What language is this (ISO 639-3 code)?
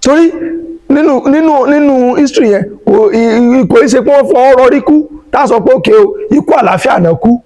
yor